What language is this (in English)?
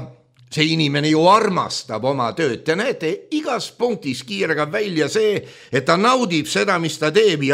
Estonian